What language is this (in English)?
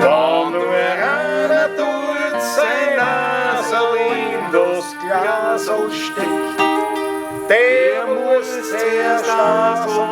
Bavarian